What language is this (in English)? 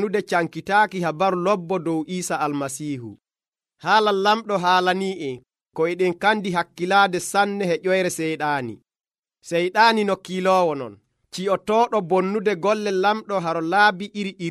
Nigerian Fulfulde